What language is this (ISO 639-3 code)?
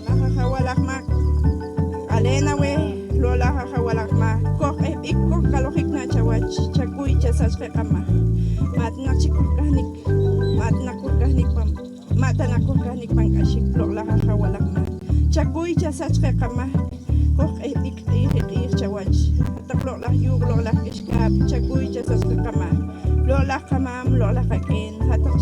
poh